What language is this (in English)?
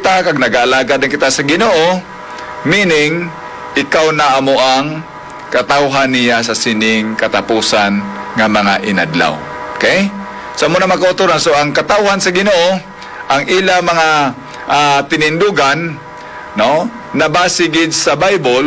Hiligaynon